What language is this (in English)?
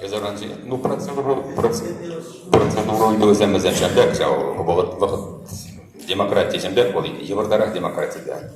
Chuvash